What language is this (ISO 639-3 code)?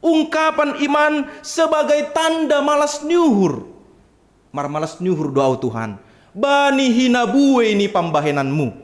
bts